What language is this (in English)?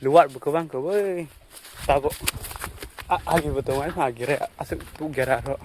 Kok Borok